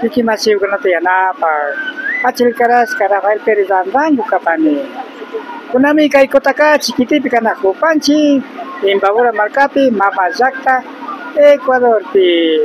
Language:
Imbabura Highland Quichua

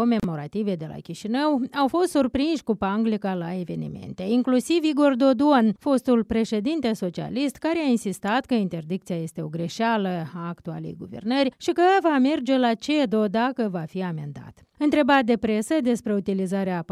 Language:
Romanian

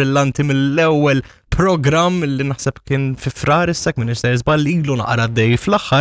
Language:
Maltese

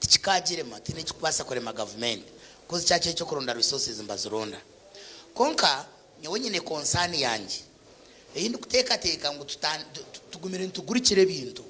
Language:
Nyankole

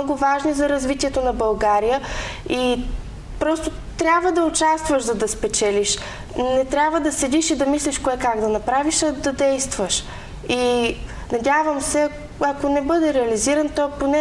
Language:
Bulgarian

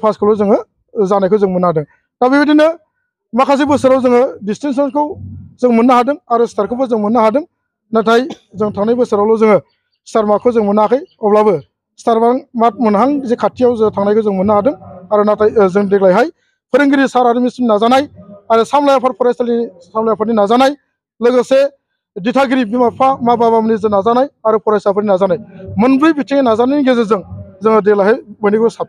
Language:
Bodo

